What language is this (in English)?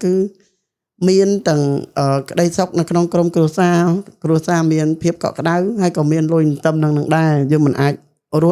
Khmer